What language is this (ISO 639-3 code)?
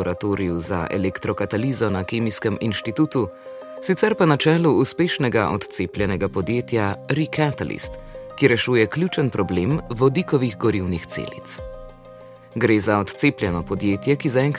slv